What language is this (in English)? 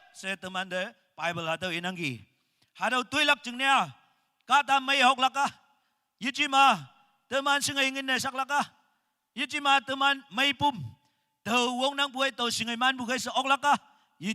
Naga Pidgin